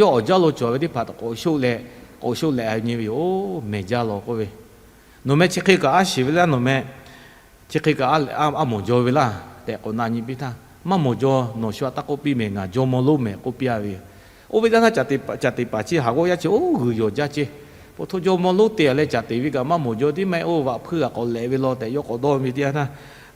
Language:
Lahu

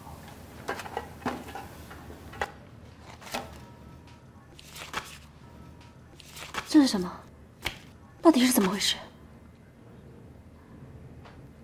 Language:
Chinese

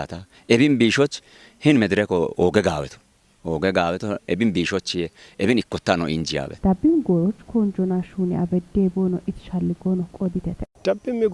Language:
Kafa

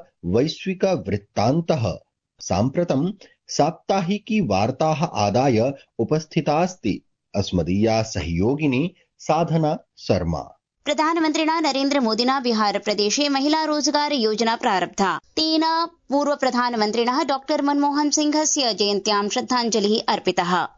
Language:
Sanskrit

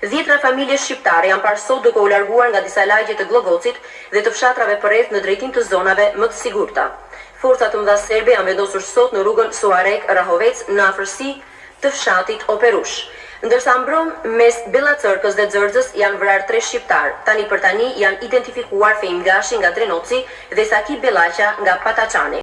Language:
Albanian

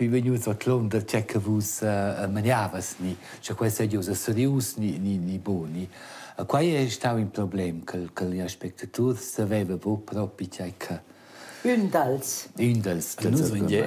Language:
Romansh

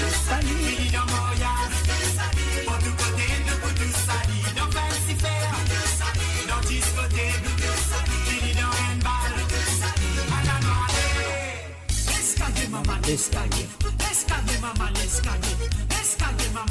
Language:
Morisyen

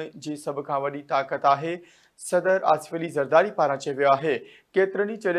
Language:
Sindhi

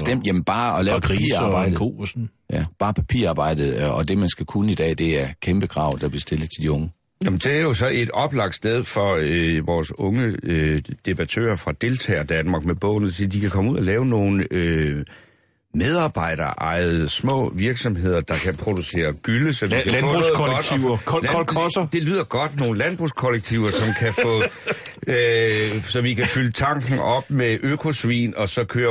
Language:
Danish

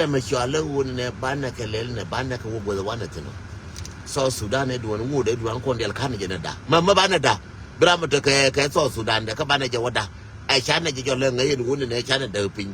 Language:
Nuer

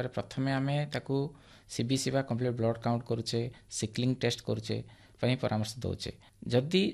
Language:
Odia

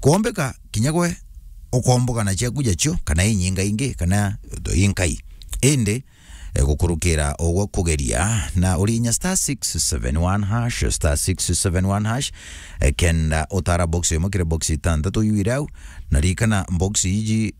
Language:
Meru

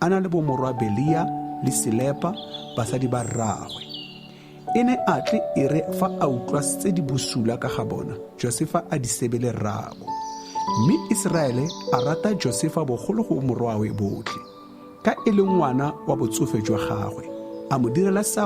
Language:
Tswana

